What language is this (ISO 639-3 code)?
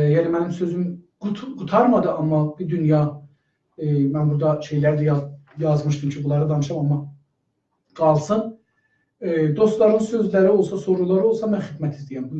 azb